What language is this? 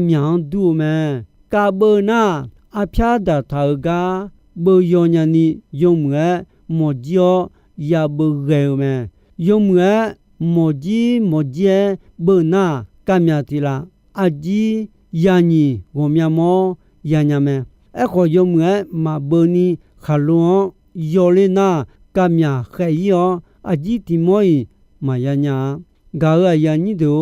Akha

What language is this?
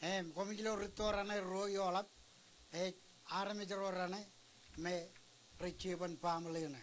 Marshallese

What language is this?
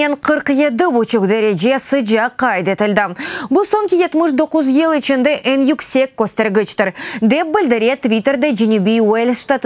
Crimean Tatar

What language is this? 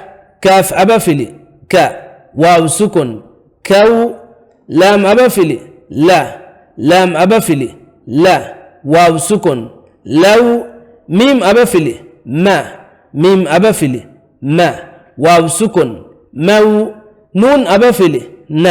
Divehi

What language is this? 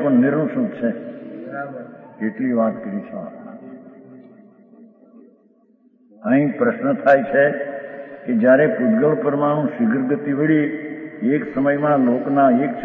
Gujarati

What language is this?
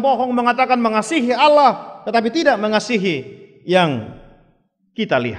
Batak Toba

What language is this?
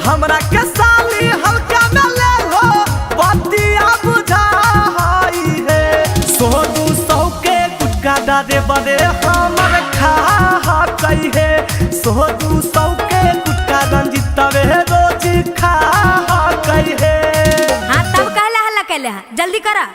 Magahi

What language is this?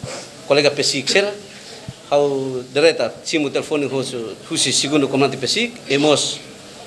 Tetum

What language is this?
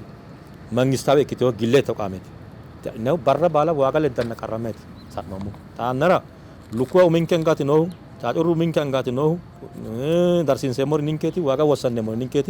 Sidamo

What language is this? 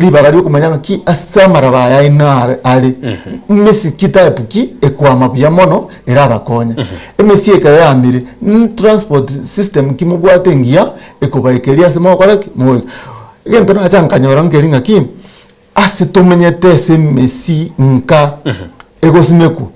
Gusii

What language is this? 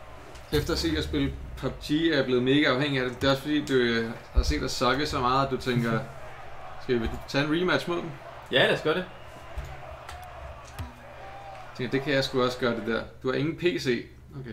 Danish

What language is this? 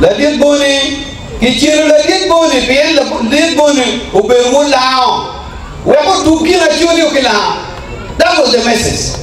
Acoli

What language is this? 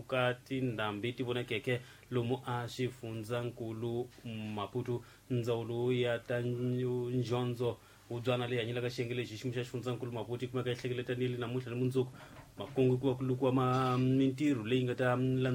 Tsonga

